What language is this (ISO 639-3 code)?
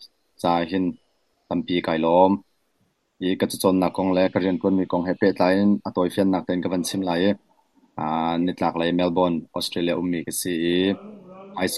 cnh